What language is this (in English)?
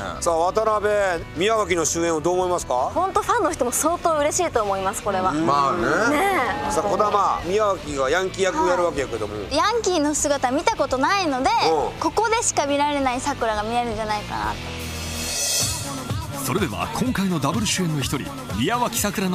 Japanese